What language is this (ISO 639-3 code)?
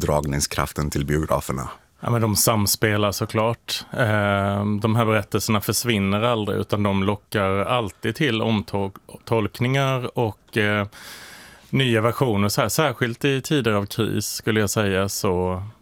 swe